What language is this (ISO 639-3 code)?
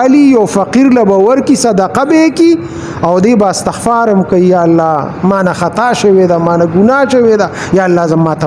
pus